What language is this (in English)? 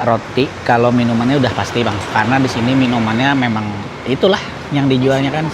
Banjar